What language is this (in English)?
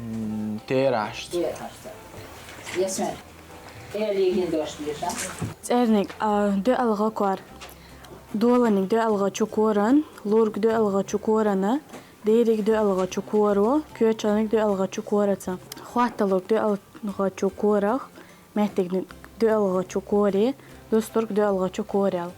Chechen